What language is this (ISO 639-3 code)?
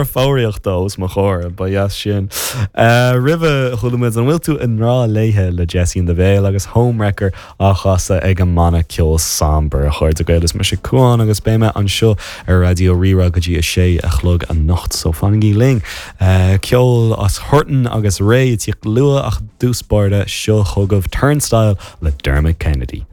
gle